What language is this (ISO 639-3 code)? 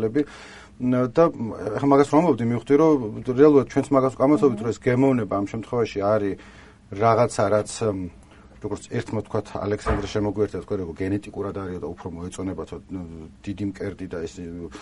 kat